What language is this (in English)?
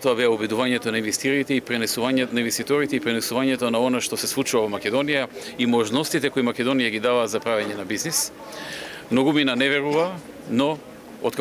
Macedonian